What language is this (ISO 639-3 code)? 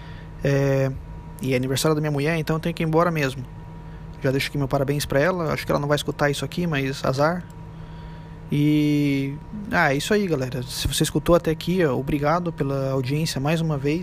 por